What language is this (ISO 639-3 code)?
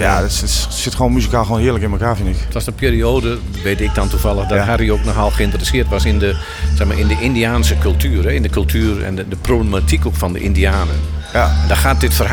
nld